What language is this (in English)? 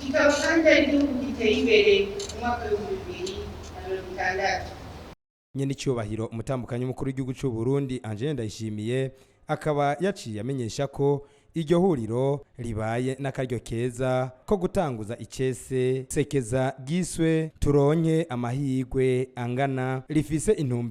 Rundi